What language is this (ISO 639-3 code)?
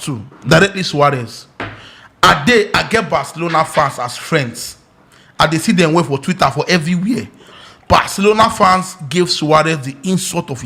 pcm